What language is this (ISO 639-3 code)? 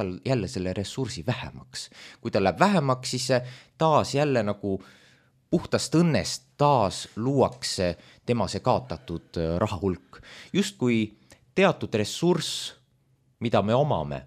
est